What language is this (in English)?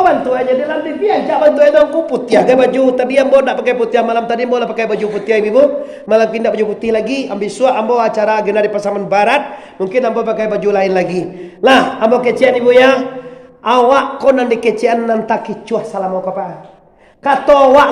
Minangkabau